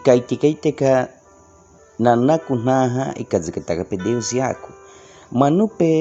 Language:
Baniwa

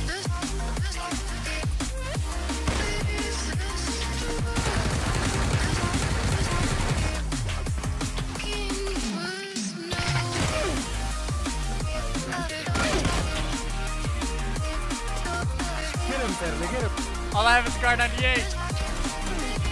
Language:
English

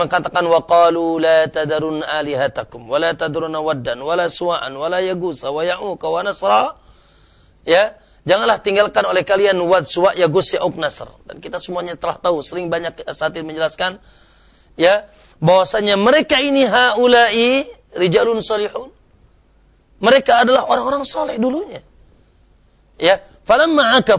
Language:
Indonesian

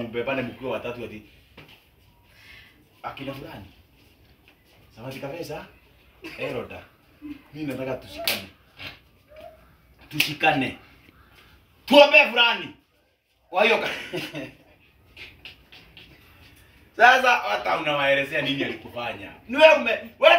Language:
Swahili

